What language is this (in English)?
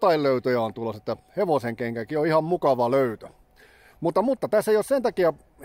Finnish